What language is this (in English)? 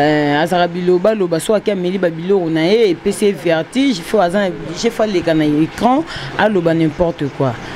Lingala